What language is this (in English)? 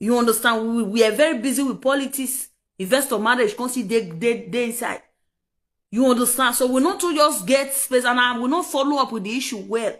Nigerian Pidgin